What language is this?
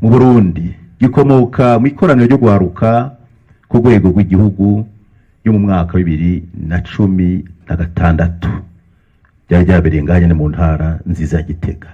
Rundi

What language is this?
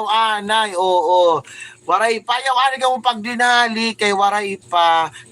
Waray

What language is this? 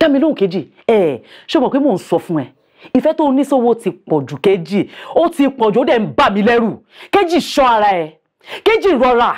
Yoruba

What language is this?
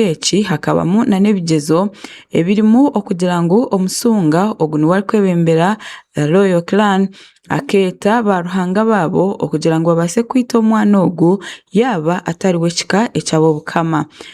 Tooro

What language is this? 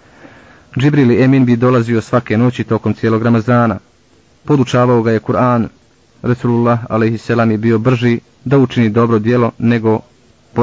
Bosnian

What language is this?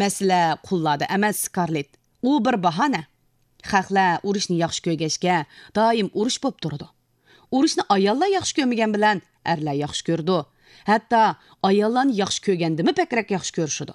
Uyghur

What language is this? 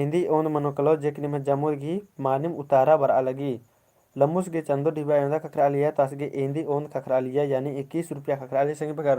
Kurukh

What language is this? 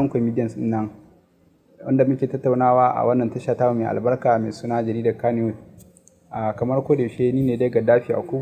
Hausa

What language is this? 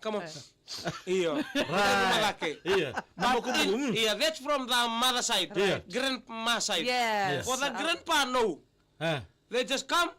Fijian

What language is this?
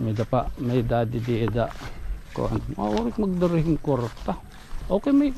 Waray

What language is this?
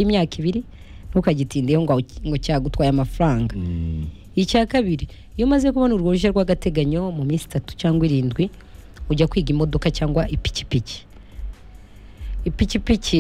Kinyarwanda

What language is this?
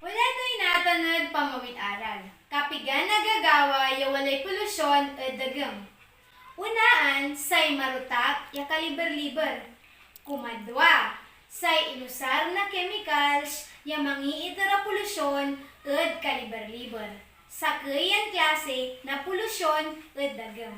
Pangasinan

